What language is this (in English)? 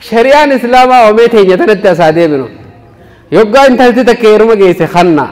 Oromo